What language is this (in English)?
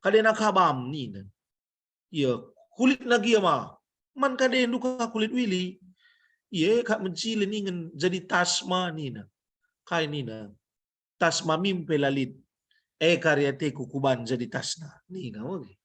Batak Karo